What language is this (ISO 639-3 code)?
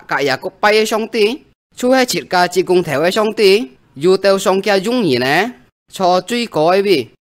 hak